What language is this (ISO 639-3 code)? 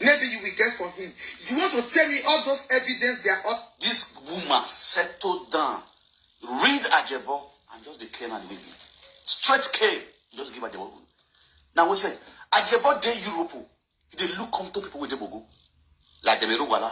pcm